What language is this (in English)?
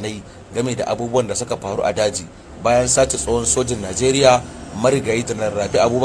Hausa